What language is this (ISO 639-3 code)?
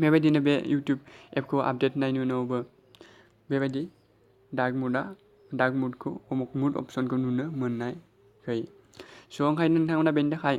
brx